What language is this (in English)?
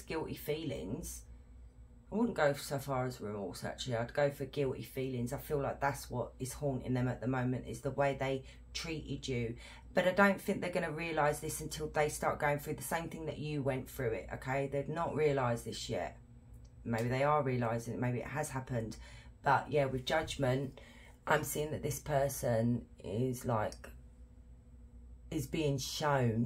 English